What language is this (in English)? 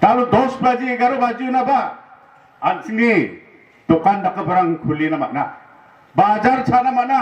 Garo